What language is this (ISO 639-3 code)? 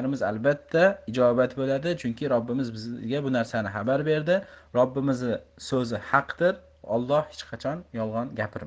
uzb